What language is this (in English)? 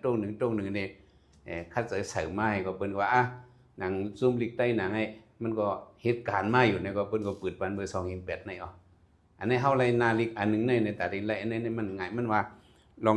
Shan